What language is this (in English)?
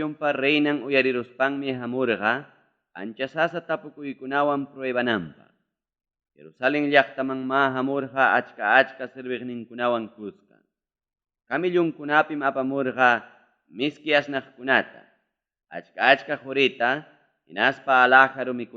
Ayacucho Quechua